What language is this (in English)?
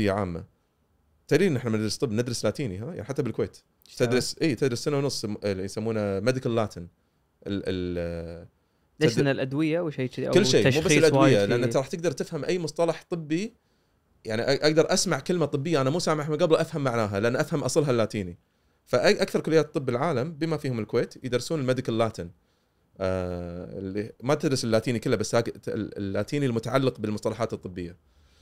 Gulf Arabic